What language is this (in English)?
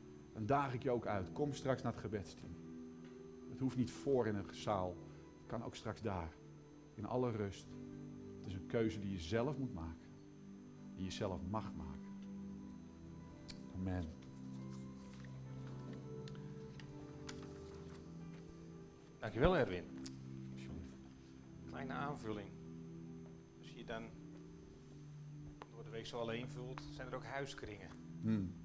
Dutch